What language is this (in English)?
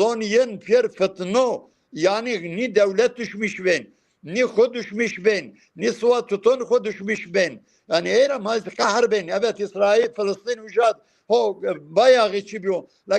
Zaza